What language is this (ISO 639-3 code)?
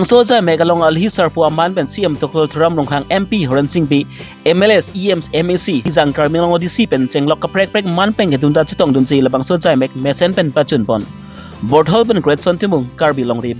mjw